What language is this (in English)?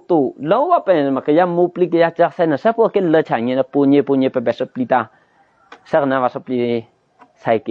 Eastern Kayah